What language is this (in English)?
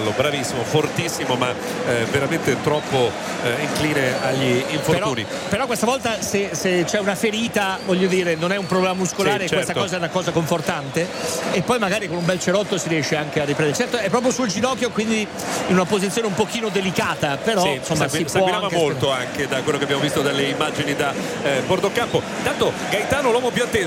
Italian